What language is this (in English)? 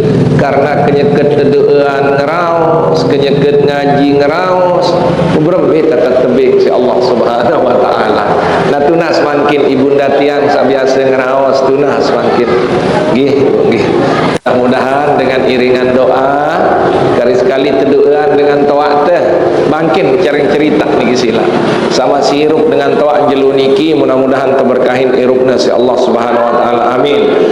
Sasak